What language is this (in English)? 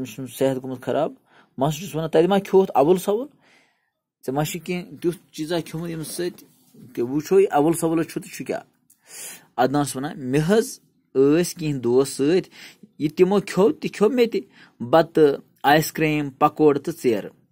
Kashmiri